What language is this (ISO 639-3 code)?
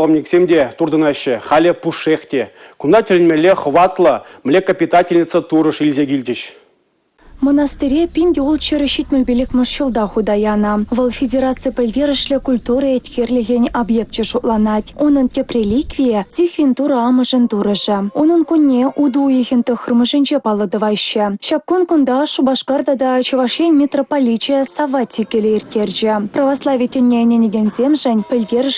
chv